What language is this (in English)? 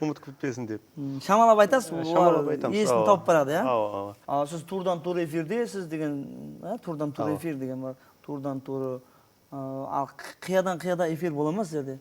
Kara-Kalpak